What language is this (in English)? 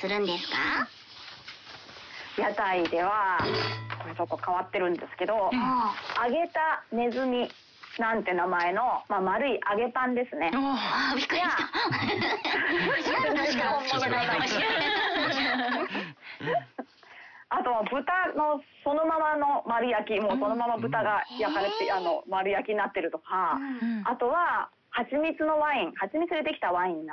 Japanese